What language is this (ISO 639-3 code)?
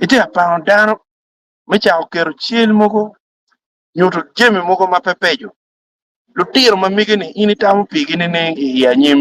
ach